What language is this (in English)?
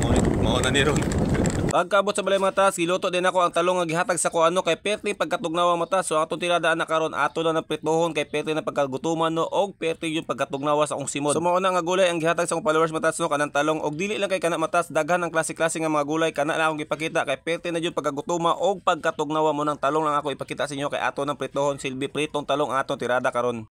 Cebuano